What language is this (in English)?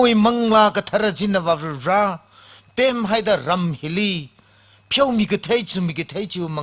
Tangkhul Naga (India)